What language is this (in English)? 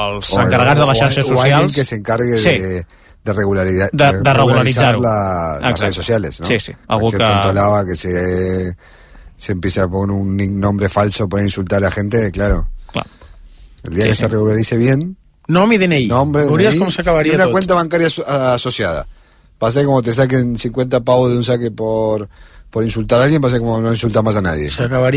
Catalan